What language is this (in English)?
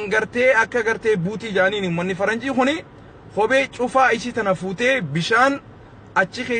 Oromo